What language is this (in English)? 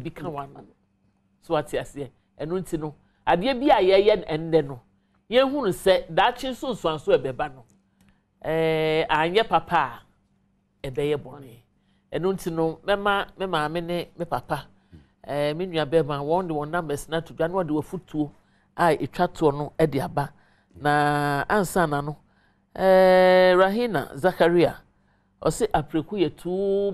Akan